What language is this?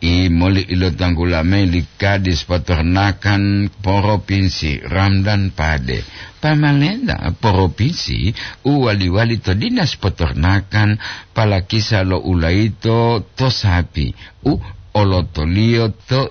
Gorontalo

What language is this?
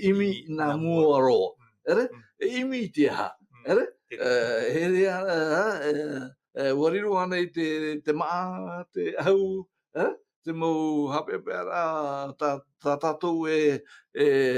Tahitian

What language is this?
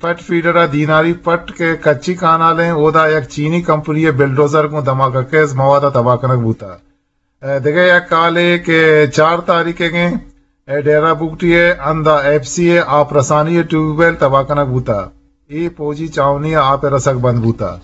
Eastern Balochi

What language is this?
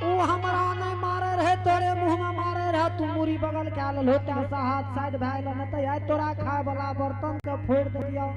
Angika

